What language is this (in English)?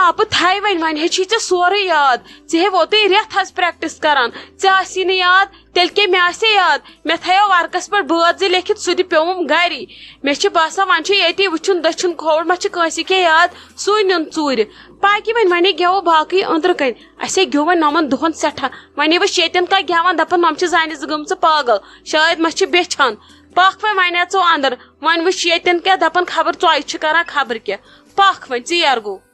Kashmiri